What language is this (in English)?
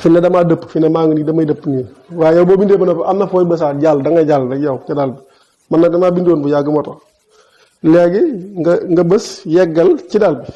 Wolof